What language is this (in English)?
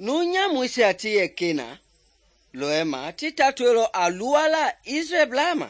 Mende